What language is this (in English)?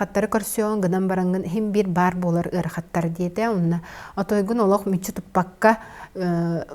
Yakut